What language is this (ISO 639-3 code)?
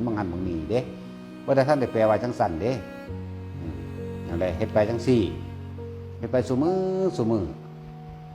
tts